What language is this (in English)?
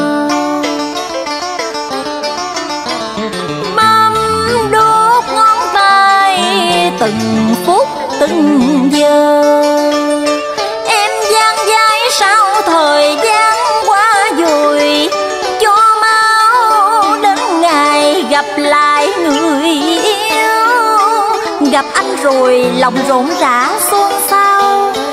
Vietnamese